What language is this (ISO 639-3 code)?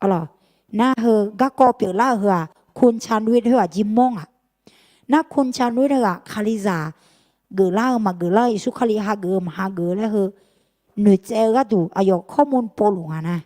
ahk